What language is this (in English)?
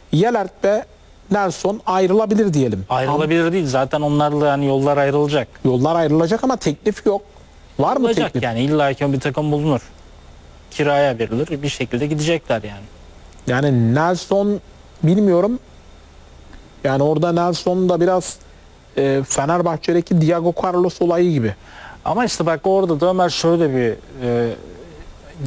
Turkish